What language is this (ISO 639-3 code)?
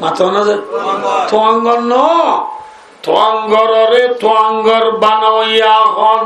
rhg